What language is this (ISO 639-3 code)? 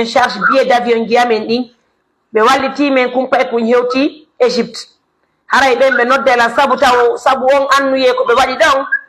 fuf